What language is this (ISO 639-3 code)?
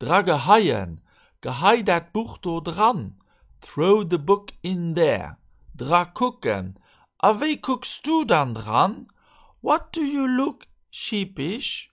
ltz